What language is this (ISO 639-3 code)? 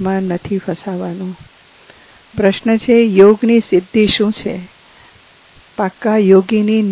guj